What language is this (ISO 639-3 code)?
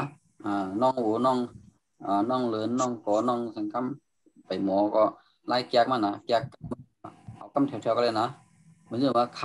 shn